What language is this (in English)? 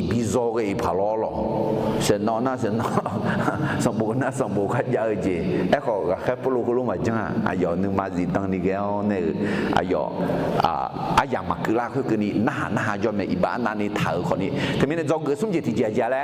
Akha